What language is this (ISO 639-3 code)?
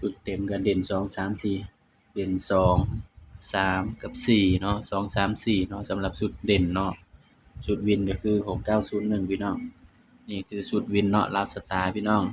tts